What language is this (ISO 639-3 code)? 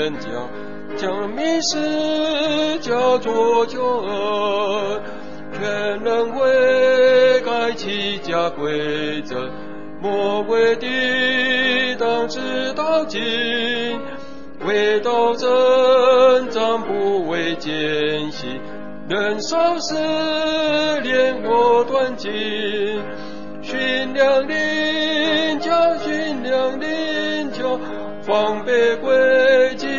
zho